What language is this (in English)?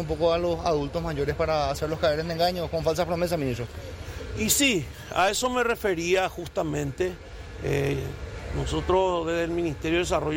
Spanish